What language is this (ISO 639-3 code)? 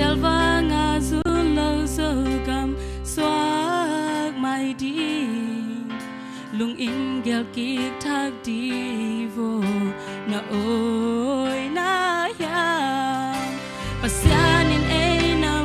ctd